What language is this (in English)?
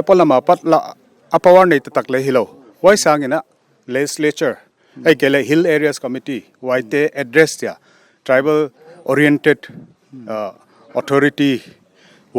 Paite Chin